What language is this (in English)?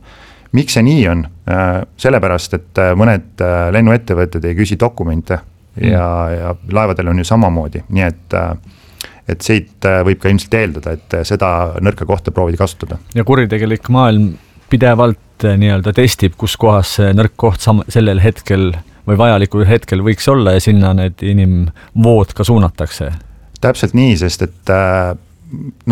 Estonian